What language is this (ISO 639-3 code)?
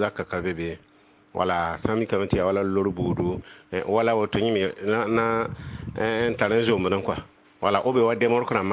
mos